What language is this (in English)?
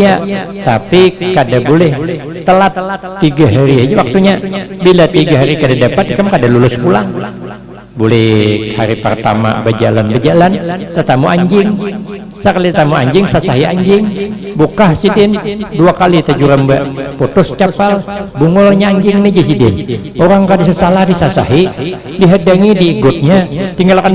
Banjar